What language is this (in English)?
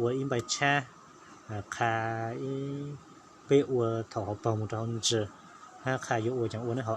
Hmong